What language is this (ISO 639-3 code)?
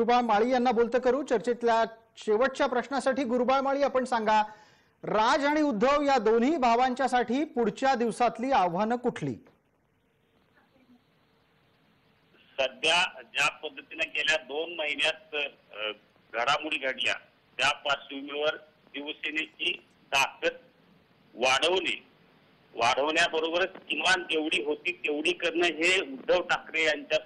mar